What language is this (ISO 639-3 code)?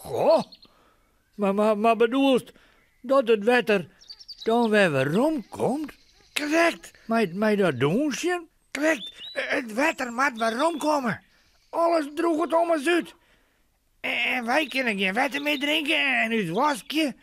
fry